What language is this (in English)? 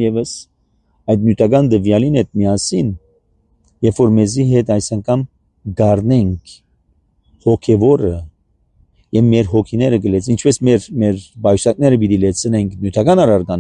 Armenian